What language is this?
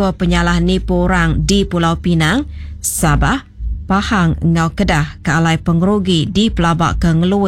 Iban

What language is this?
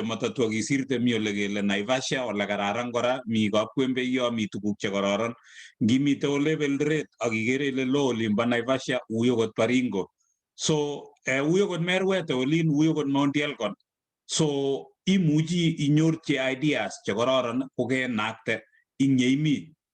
Kalenjin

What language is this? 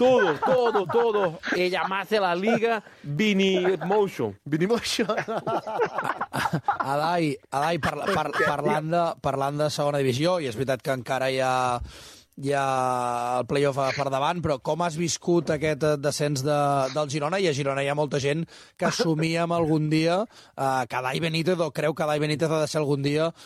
Catalan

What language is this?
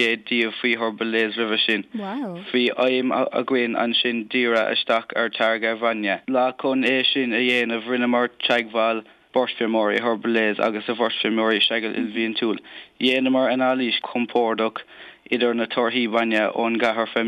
Irish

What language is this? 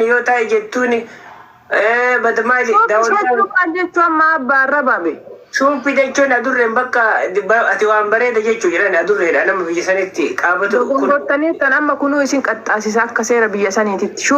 Oromo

